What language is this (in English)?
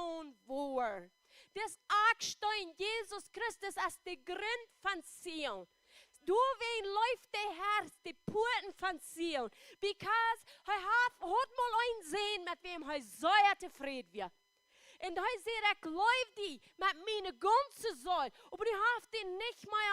Plautdietsch